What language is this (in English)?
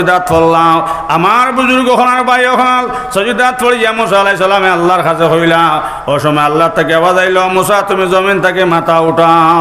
Sylheti